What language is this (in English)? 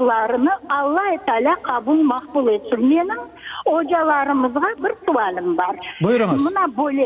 Crimean Tatar